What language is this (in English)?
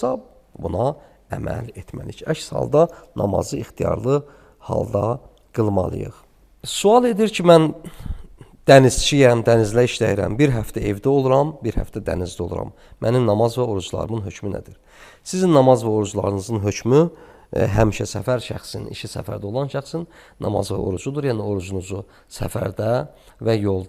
Azerbaijani